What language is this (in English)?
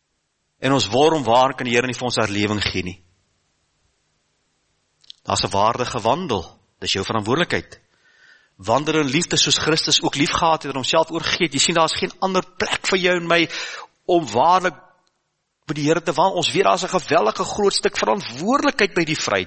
Afrikaans